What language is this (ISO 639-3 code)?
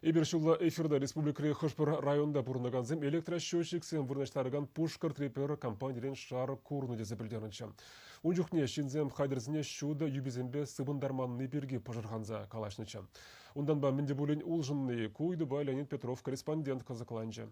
chv